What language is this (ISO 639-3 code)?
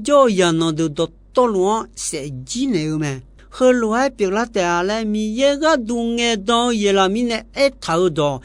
ahk